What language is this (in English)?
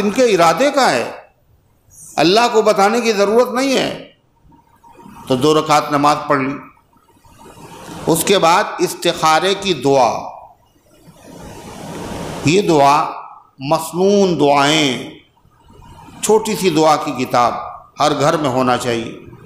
Urdu